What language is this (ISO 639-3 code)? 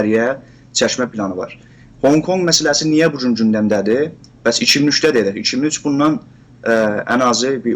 azb